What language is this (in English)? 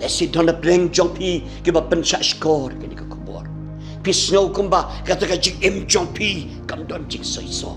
Khasi